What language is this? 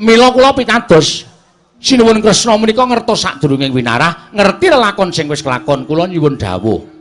Javanese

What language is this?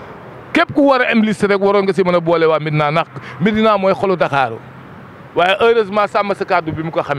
Wolof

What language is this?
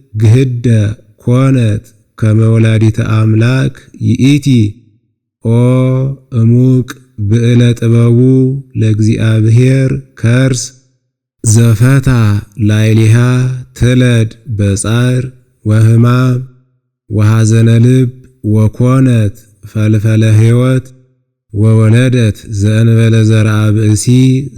Geez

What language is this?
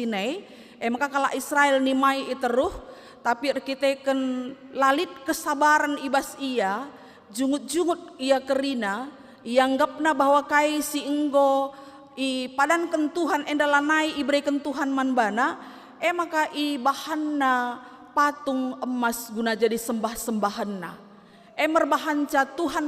Batak Karo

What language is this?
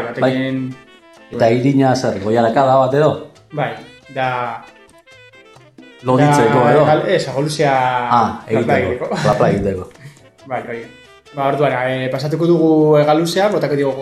Basque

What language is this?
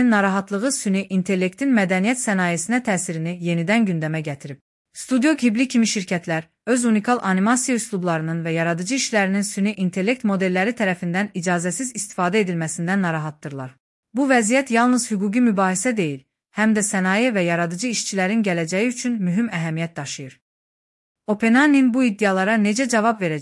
Azerbaijani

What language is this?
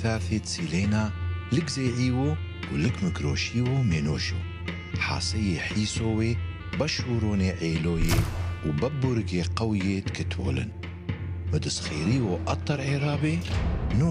Turoyo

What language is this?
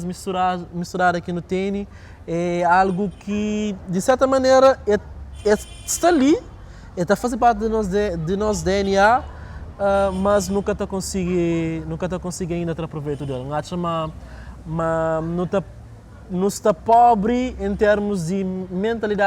Kabuverdianu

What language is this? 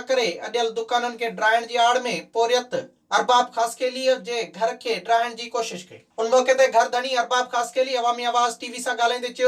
Sindhi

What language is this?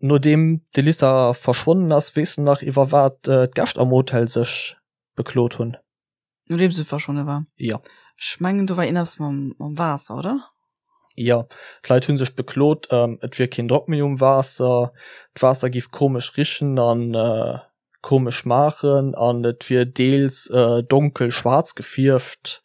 Luxembourgish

